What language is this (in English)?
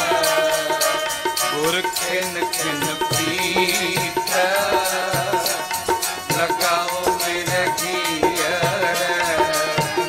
Punjabi